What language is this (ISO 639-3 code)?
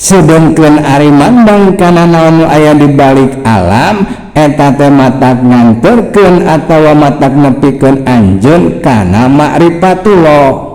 sun